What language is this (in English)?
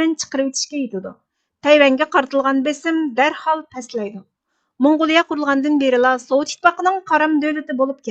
Uyghur